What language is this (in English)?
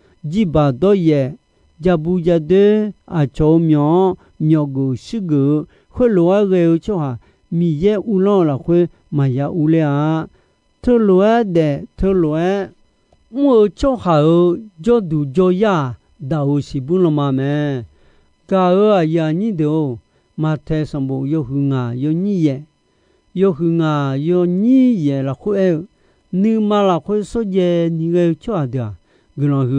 Akha